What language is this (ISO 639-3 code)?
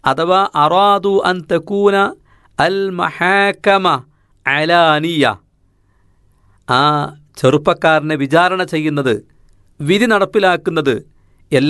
mal